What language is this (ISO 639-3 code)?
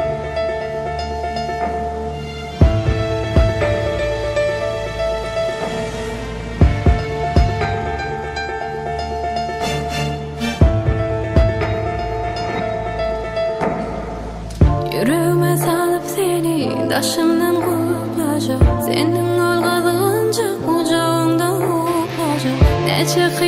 tuk